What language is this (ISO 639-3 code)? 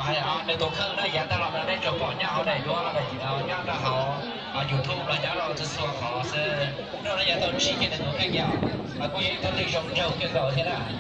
hmn